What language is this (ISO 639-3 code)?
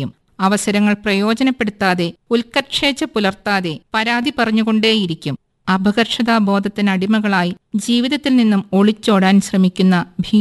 mal